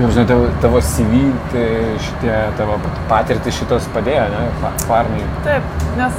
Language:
Lithuanian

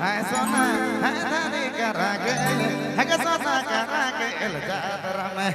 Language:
Sadri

